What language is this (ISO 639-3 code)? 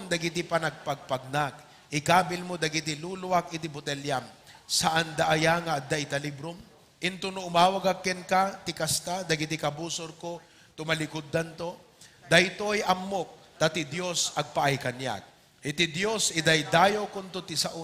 ilo